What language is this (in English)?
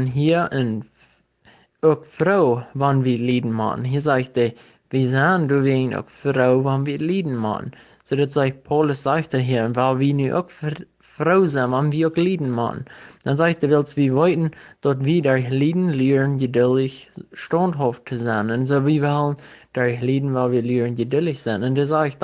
Plautdietsch